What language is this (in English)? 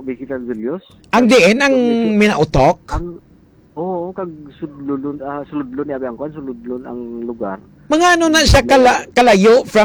Hiligaynon